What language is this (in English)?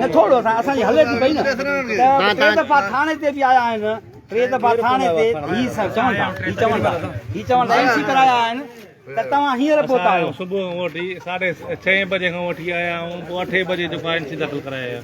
Sindhi